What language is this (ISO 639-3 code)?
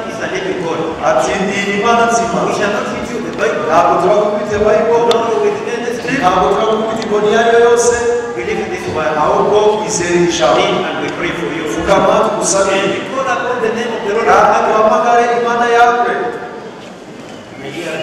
kin